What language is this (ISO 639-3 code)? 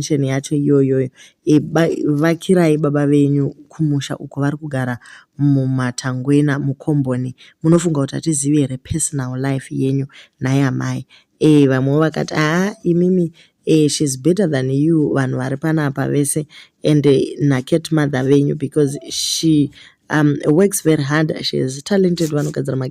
sna